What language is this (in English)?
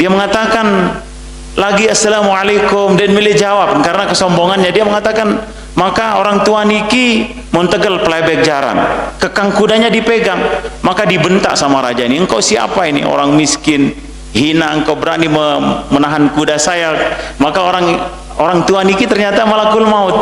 Sasak